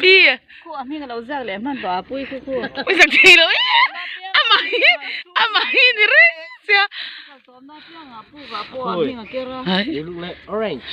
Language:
Mizo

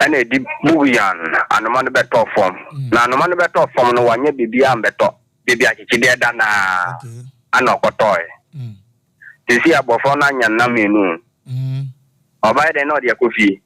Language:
Akan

